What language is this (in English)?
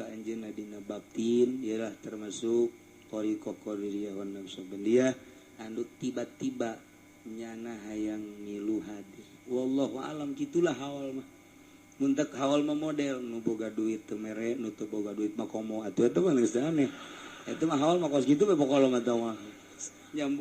Sundanese